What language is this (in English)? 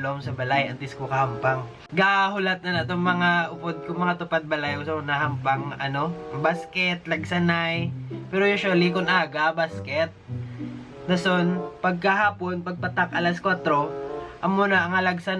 Hiligaynon